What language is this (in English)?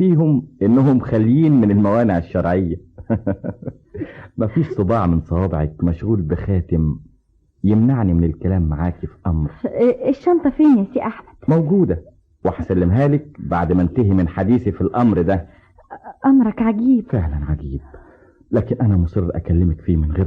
Egyptian Arabic